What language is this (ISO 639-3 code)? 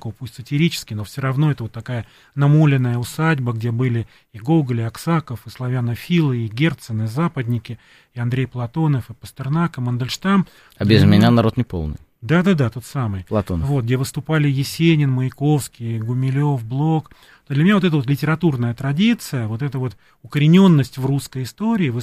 rus